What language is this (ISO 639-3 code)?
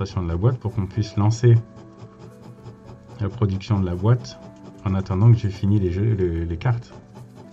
fra